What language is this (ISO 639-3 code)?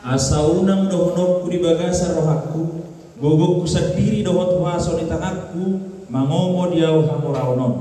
bbc